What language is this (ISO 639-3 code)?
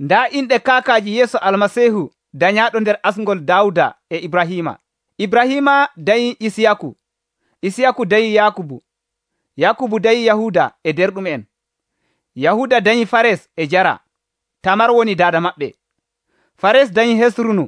fuv